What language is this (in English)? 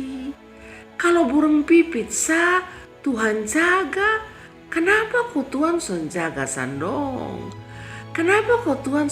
Kupang Malay